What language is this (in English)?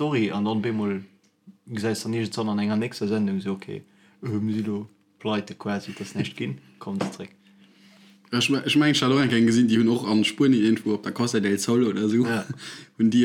Luxembourgish